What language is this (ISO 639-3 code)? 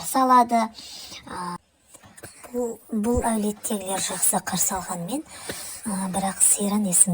kaz